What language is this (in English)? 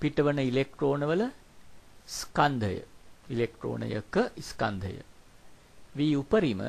Sinhala